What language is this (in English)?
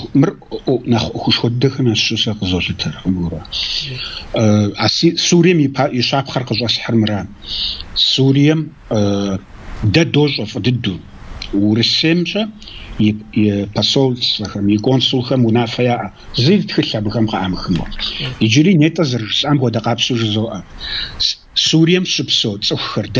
Kabardian